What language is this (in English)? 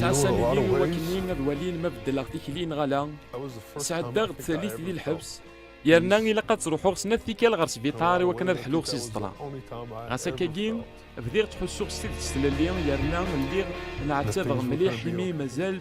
Kabyle